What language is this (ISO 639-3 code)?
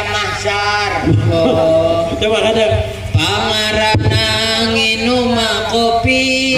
mad